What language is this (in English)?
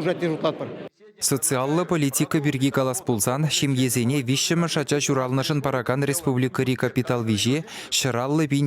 Chuvash